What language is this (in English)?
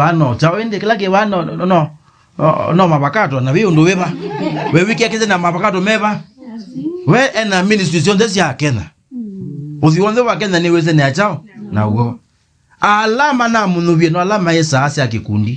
Kamba